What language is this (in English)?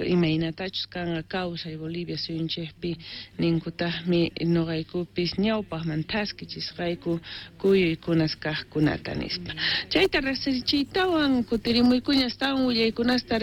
South Bolivian Quechua